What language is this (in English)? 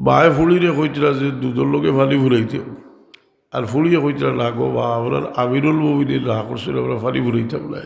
Sylheti